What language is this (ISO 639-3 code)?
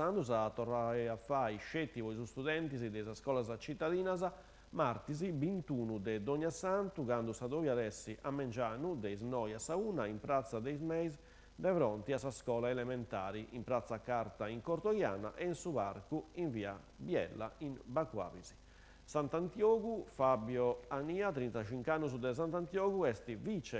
srd